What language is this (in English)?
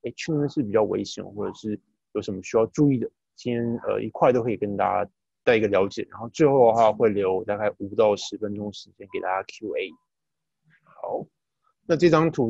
Chinese